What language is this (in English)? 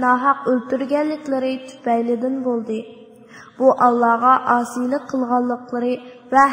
Uyghur